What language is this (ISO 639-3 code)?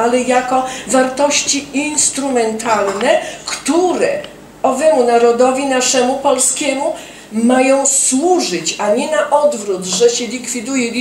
pol